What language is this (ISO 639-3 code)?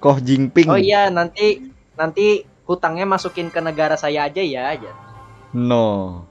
bjn